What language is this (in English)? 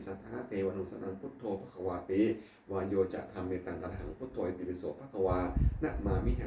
Pali